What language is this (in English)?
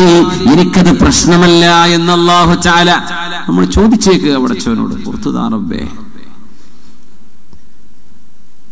Malayalam